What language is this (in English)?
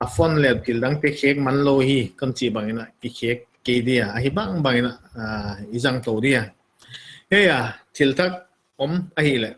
Paite Chin